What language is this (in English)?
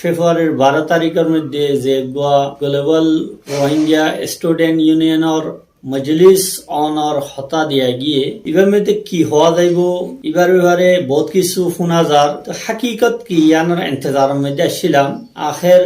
Rohingya